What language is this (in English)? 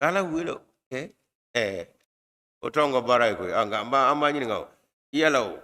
Bambara